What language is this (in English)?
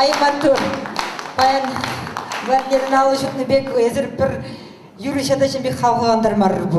Chuvash